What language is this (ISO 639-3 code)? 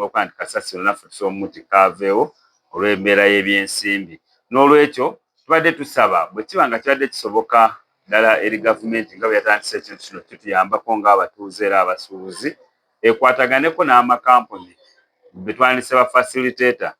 lug